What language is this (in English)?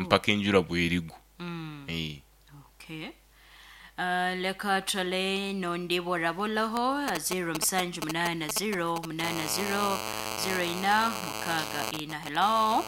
Nyoro